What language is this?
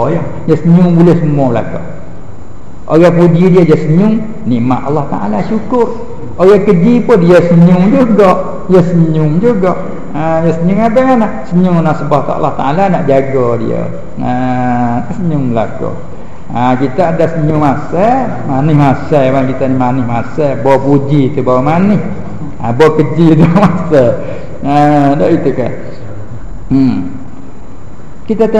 Malay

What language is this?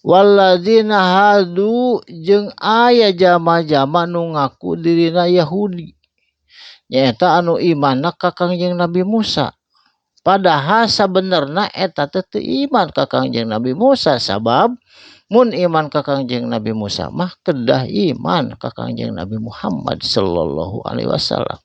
Sundanese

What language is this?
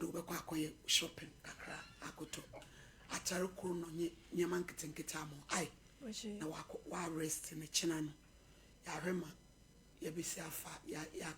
Akan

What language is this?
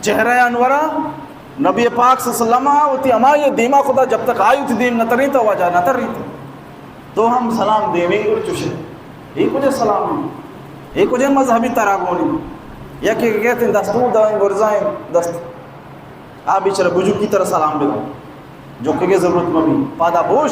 Baluchi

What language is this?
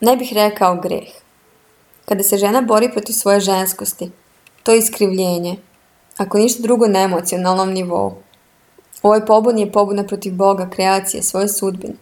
Serbian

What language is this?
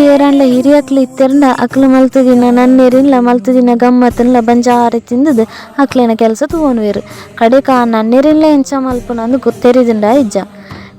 Tulu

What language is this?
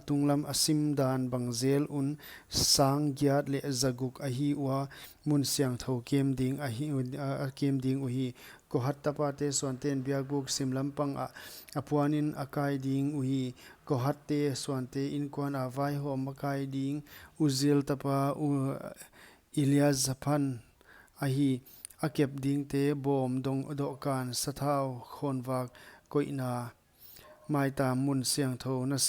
Paite Chin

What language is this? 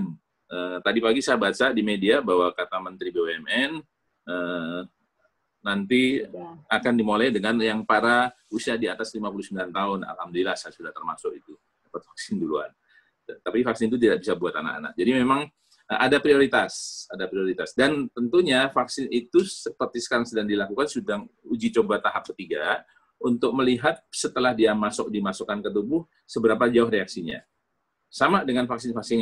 Indonesian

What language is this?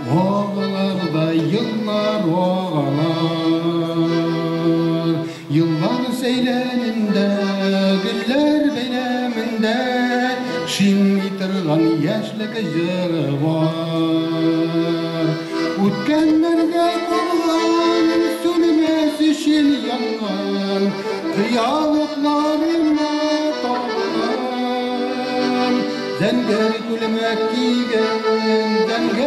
Bashkir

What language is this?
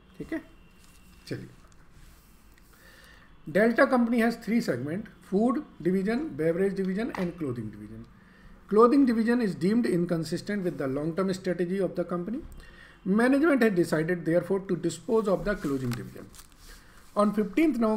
Hindi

